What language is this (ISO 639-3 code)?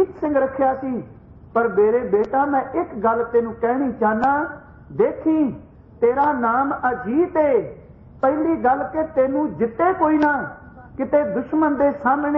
pan